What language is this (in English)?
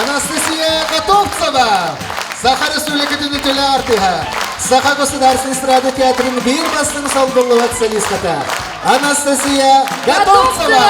Yakut